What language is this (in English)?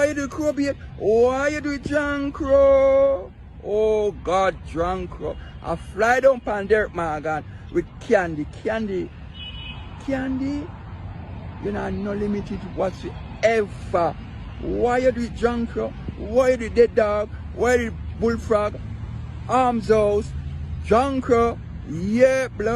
Jamaican Creole English